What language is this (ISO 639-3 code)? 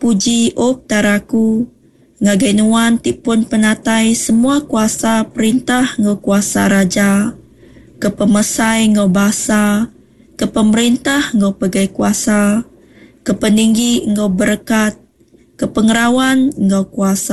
iba